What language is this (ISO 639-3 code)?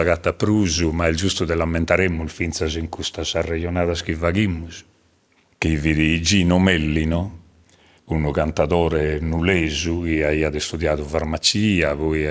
srd